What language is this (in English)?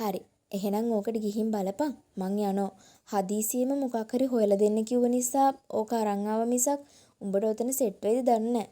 Sinhala